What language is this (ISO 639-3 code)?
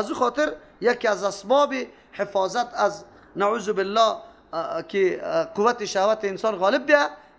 fas